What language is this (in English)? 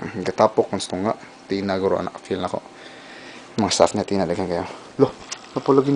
Cebuano